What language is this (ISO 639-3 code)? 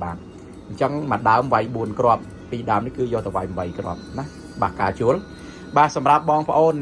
khm